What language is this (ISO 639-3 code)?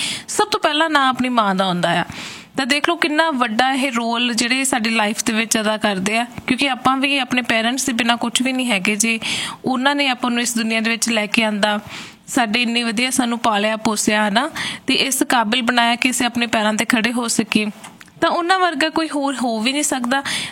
pan